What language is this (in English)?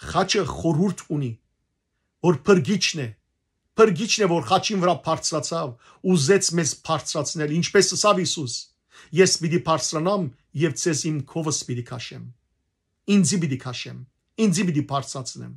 Western Armenian